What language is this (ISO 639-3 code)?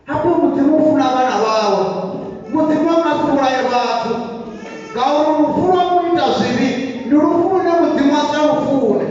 ven